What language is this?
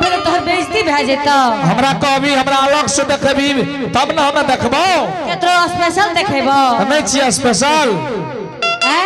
Angika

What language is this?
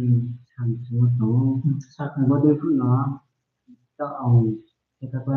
Riang (India)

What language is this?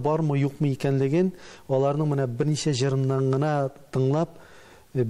Tatar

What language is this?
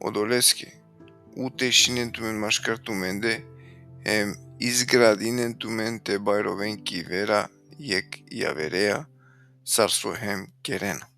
Balkan Romani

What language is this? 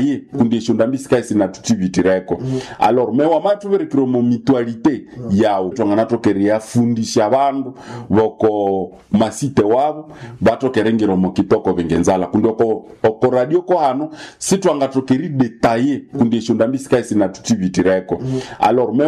Nande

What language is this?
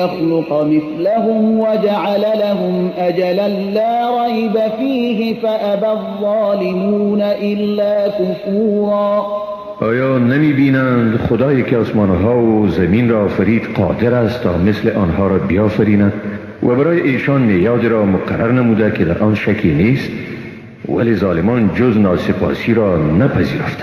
Persian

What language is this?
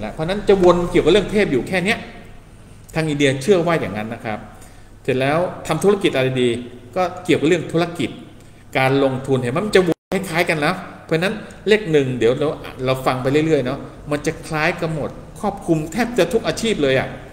Thai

